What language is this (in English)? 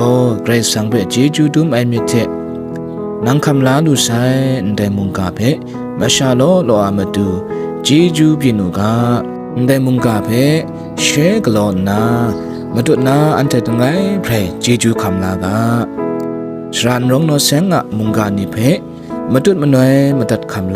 Kachin